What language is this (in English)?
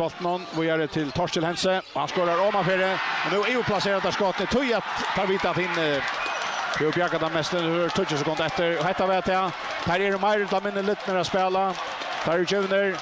Faroese